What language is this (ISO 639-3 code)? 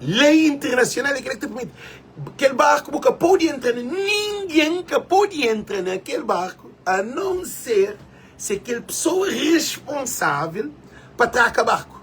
kea